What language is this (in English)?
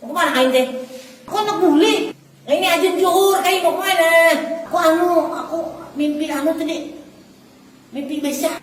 Banjar